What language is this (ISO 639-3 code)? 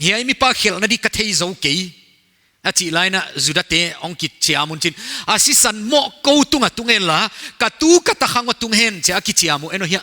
pck